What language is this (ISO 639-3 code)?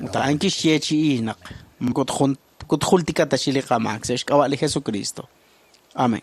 kek